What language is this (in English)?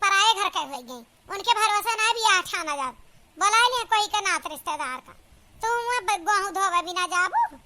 Awadhi